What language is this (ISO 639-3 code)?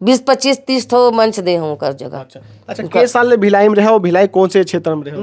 hne